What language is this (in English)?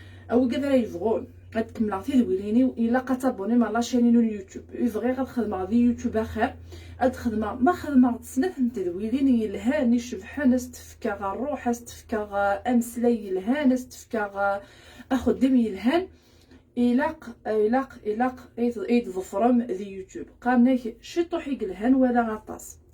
Kabyle